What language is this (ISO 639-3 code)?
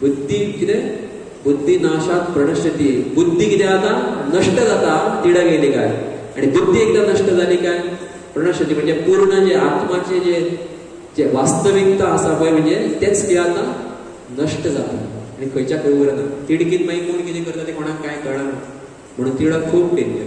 kok